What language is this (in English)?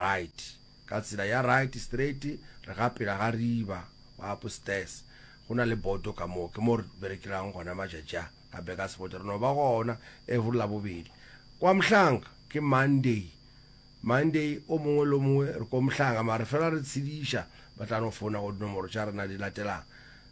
Northern Sotho